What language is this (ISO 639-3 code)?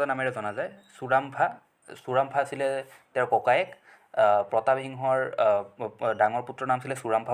asm